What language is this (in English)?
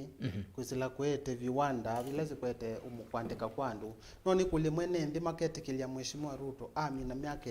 Kamba